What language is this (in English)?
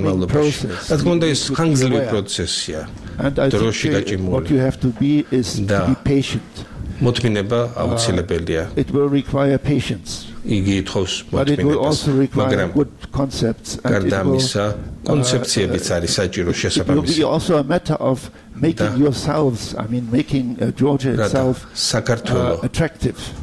Georgian